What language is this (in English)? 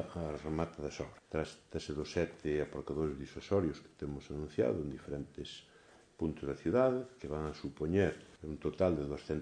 Galician